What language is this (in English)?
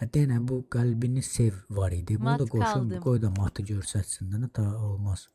Azerbaijani